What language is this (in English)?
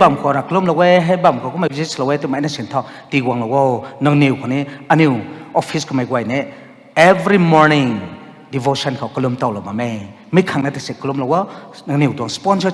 Rongmei Naga